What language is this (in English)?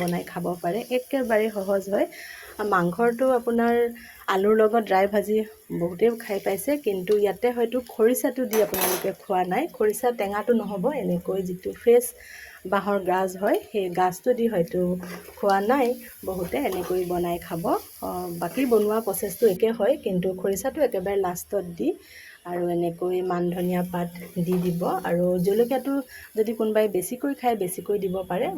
Assamese